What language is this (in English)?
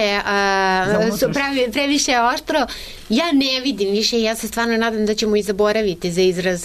Serbian